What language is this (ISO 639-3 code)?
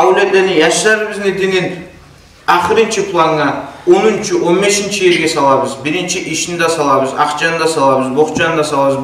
kum